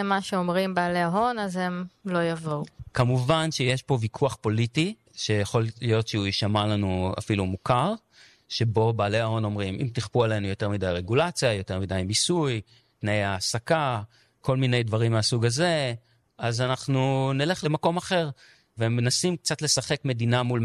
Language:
Hebrew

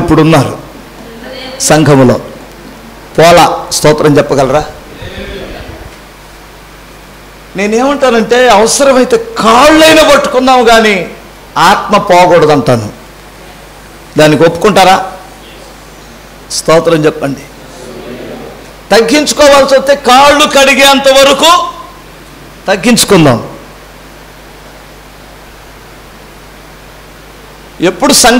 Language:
Telugu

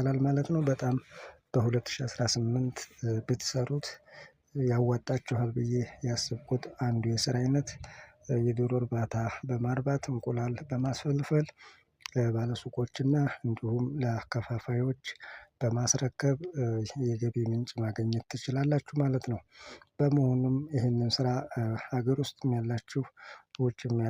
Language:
Amharic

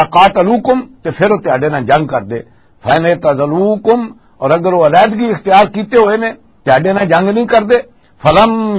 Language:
Western Panjabi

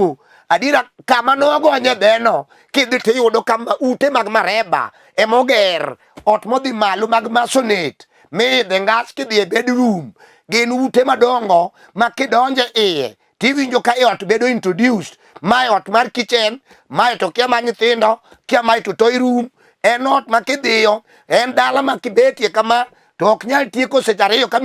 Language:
Luo (Kenya and Tanzania)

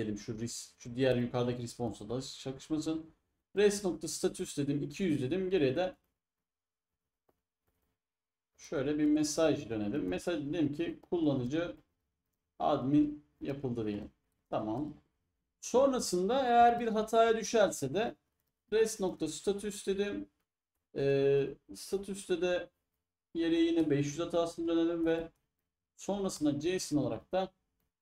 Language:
Turkish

